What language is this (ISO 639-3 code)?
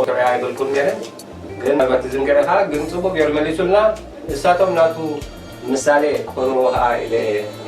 tir